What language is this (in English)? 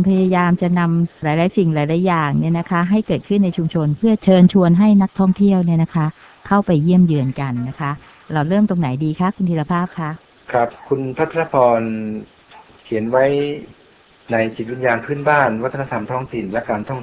Thai